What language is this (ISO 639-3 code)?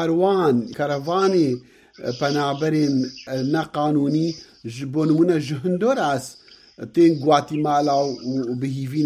kur